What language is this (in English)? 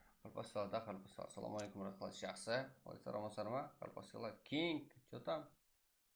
Kara-Kalpak